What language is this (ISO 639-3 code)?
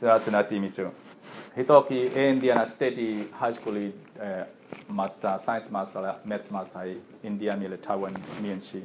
cfm